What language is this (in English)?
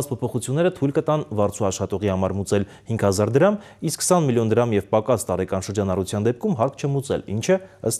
Armenian